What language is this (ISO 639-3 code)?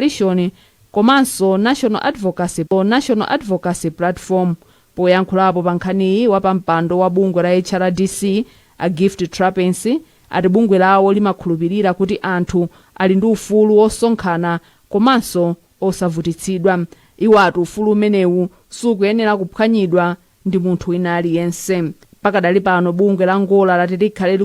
nya